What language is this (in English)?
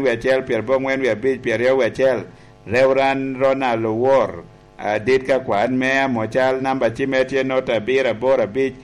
Lango (Uganda)